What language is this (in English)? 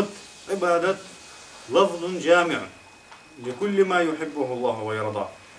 Ingush